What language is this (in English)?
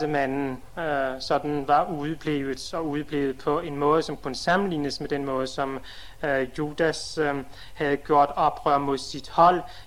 Danish